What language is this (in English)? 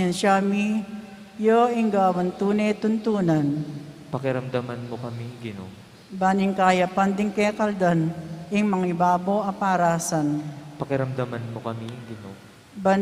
Pampanga